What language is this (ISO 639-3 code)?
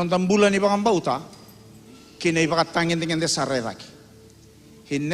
fij